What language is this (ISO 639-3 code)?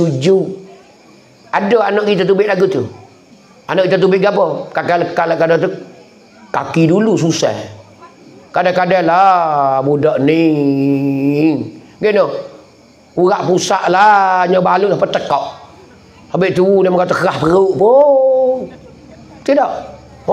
mfa